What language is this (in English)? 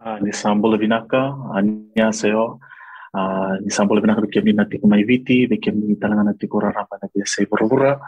Fijian